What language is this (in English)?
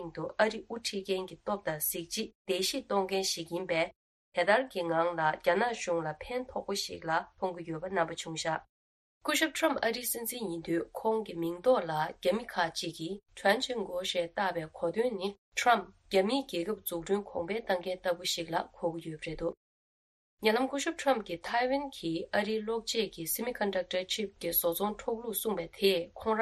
Tibetan